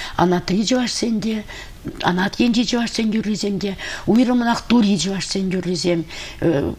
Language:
Chuvash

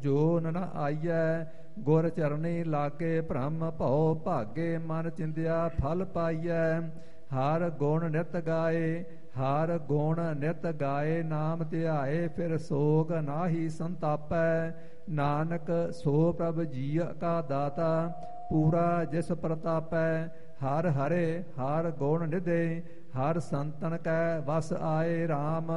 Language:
Punjabi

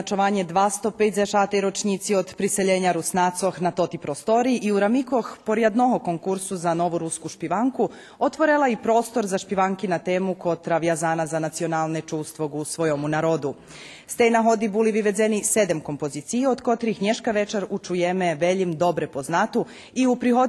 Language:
Rusyn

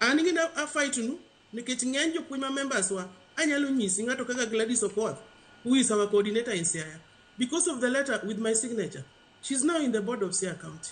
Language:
Luo (Kenya and Tanzania)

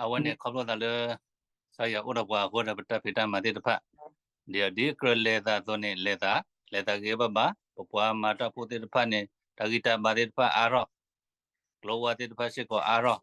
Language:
S'gaw Karen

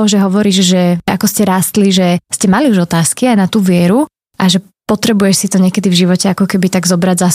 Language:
Slovak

